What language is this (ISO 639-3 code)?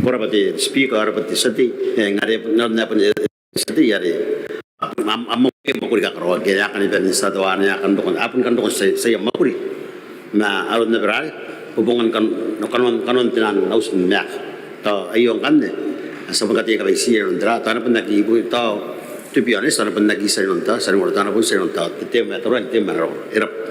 gil